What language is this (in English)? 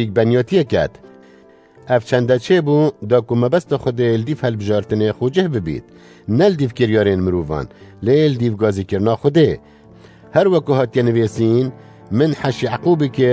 Kurdish